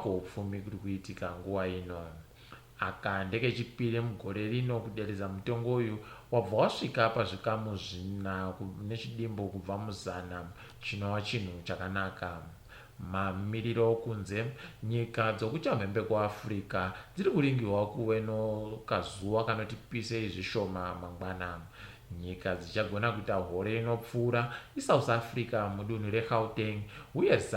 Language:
Ndau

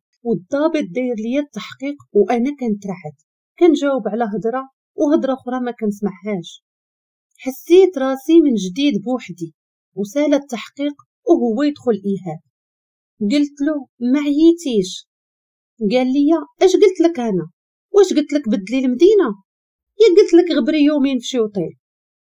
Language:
Moroccan Arabic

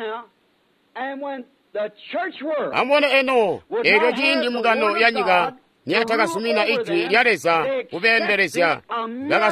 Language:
Tonga (Zambia)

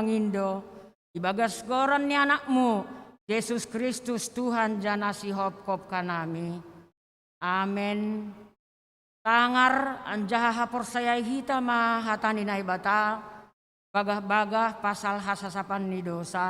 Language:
Batak Simalungun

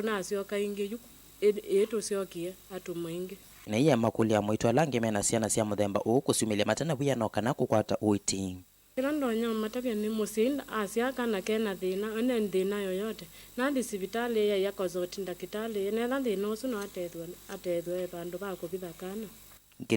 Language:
Kamba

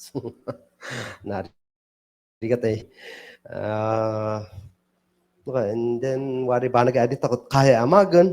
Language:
Kankanaey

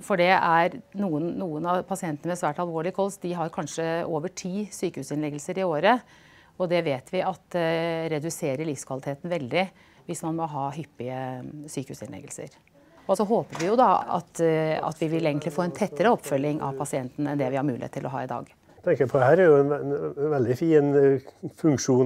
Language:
Norwegian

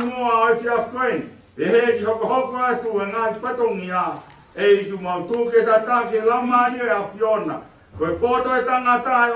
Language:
Tongan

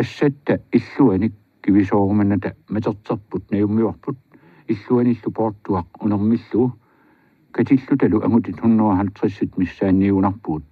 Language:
Kalaallisut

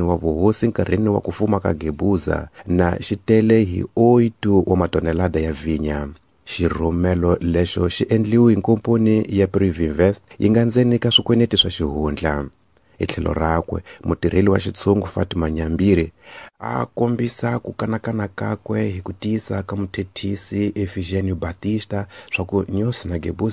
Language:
Tsonga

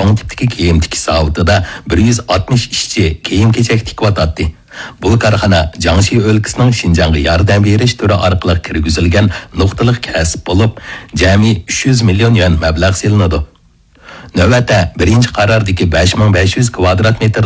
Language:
Uyghur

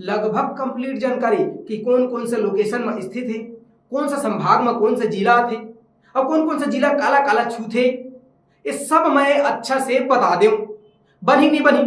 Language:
Chhattisgarhi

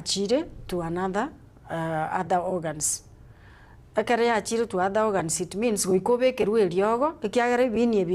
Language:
Gusii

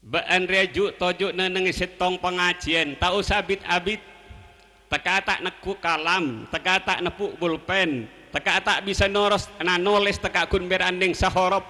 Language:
Madurese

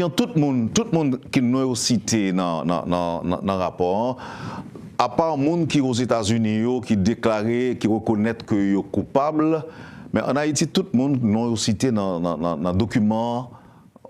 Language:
Haitian Creole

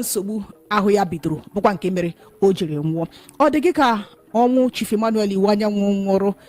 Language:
Igbo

